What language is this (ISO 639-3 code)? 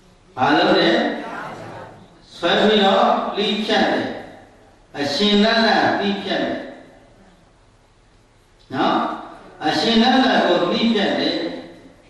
mya